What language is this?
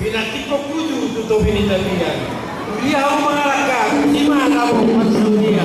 Batak Toba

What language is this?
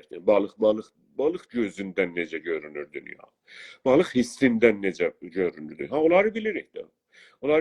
South Azerbaijani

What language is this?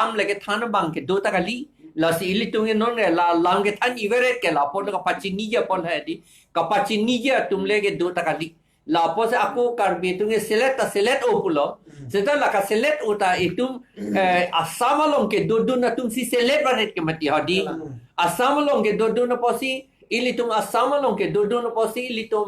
Karbi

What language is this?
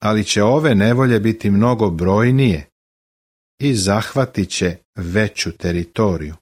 Serbian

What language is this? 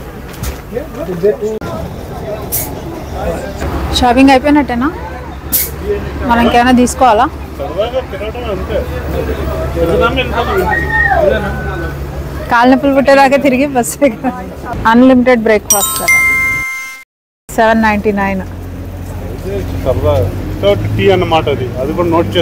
Telugu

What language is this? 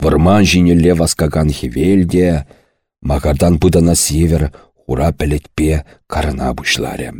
Chuvash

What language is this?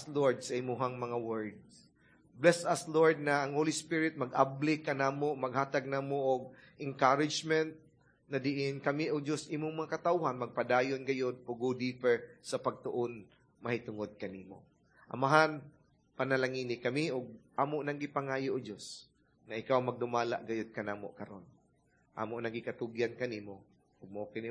Cebuano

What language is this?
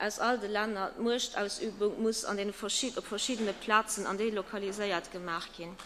Luxembourgish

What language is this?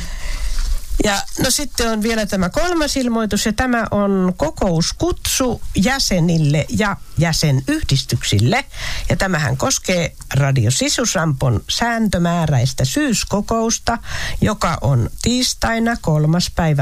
Finnish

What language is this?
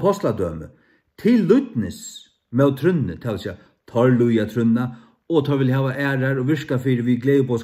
Faroese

